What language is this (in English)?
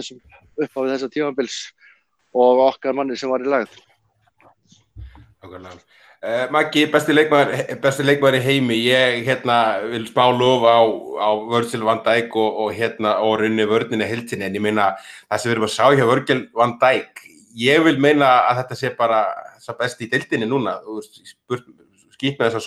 Icelandic